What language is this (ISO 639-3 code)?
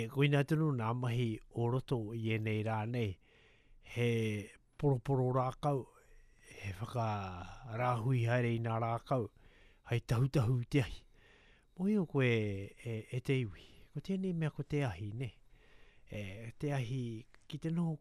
mri